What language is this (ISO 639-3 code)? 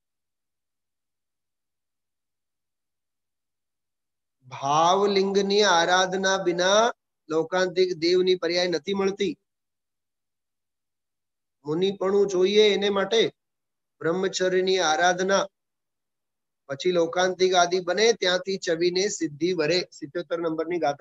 guj